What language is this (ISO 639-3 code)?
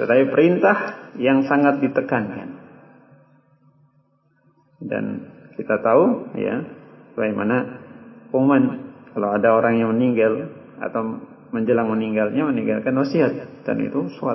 ind